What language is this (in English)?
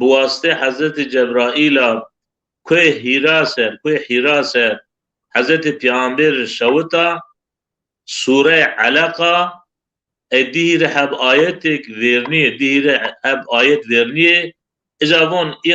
Zaza